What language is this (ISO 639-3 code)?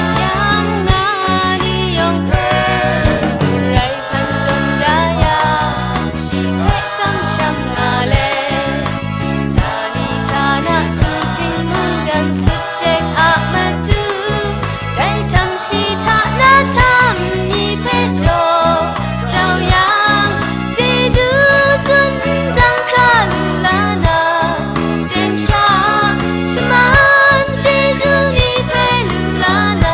kac